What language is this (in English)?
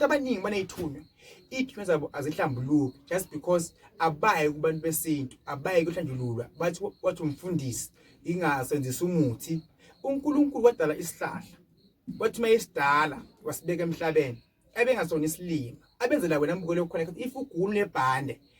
Zulu